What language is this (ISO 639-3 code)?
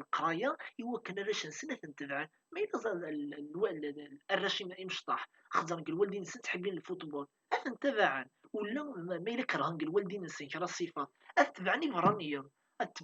kab